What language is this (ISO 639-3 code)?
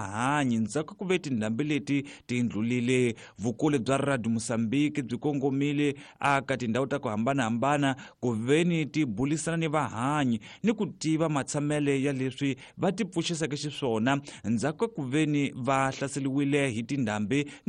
tso